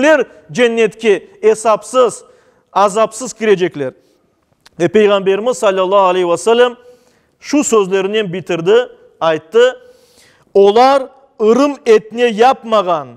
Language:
Crimean Tatar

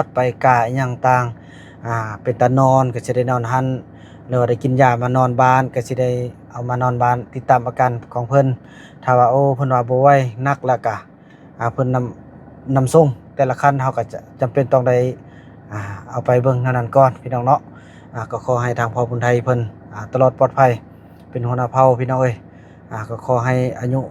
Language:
Northeastern Thai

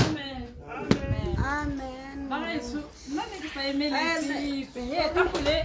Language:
Tswana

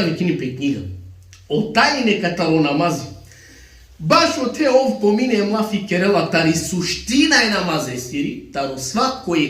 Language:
Balkan Romani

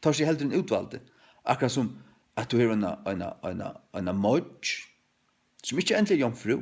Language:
Faroese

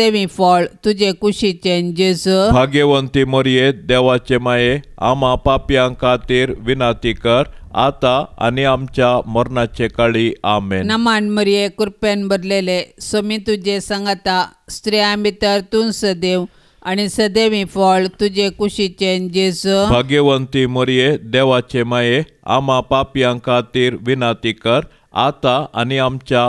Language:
Konkani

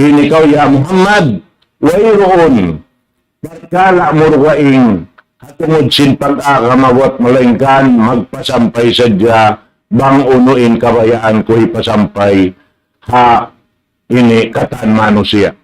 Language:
Tausug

